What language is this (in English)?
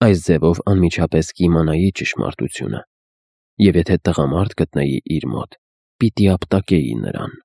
Armenian